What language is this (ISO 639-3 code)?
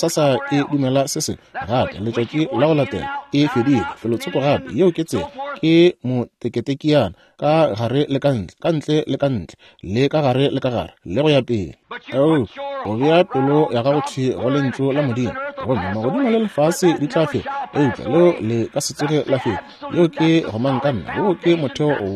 nso